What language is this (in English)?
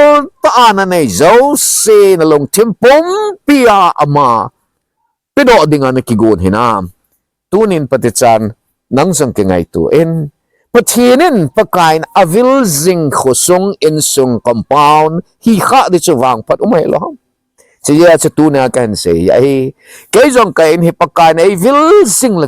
Thado Chin